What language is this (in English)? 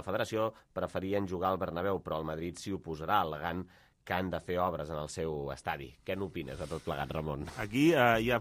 Catalan